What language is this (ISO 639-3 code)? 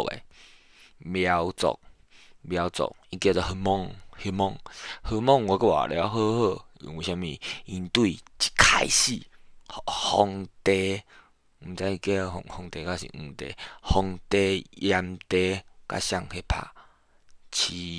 nan